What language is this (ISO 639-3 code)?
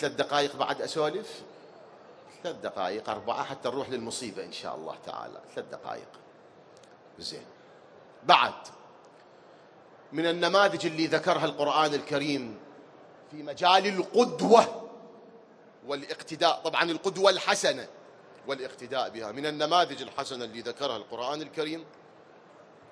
acm